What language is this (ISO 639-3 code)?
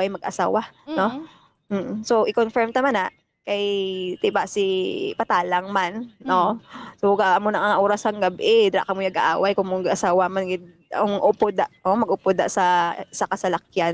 hil